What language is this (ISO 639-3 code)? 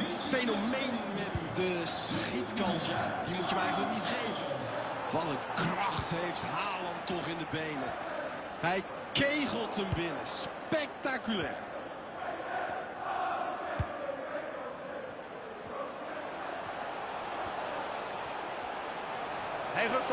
nld